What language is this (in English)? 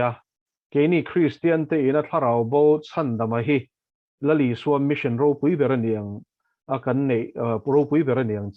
Mizo